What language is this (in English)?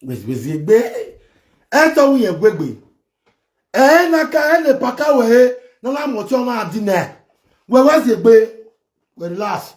Nigerian Pidgin